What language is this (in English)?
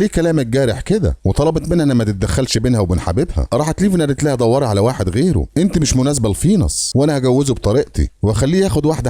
Egyptian Arabic